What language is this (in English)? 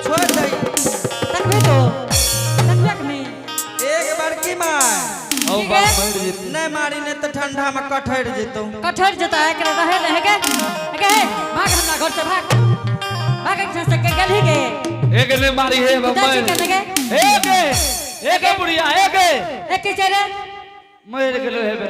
Angika